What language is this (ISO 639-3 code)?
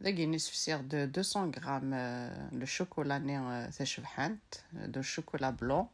kab